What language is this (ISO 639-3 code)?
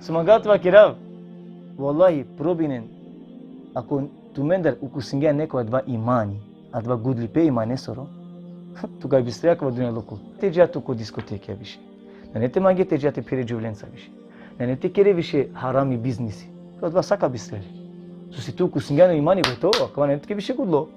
rmn